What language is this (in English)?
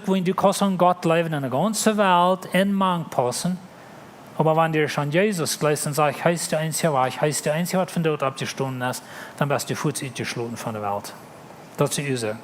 Plautdietsch